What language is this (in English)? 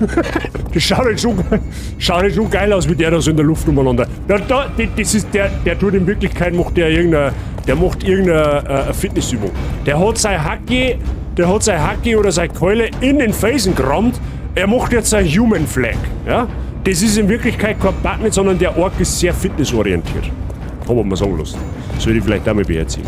Bavarian